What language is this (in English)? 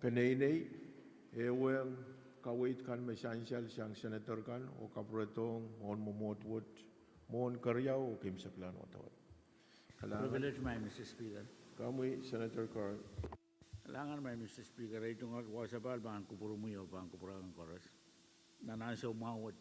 Pohnpeian